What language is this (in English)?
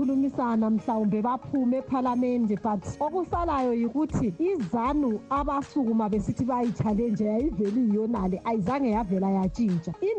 North Ndebele